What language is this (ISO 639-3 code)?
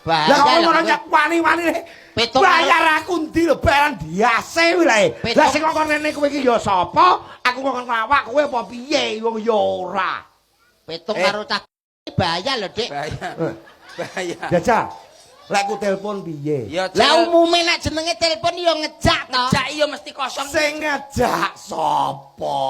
jav